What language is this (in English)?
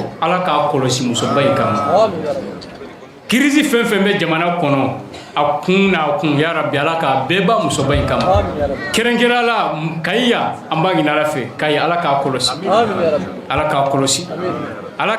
Bambara